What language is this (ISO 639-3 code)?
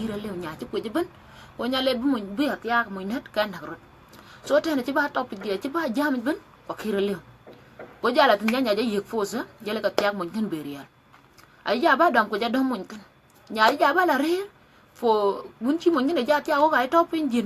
din